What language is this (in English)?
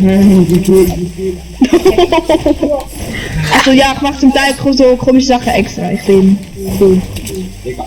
Swiss German